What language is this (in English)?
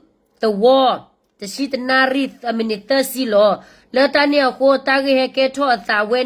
S'gaw Karen